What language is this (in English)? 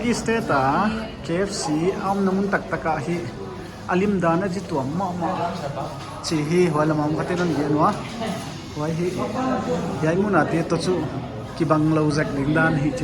Paite Chin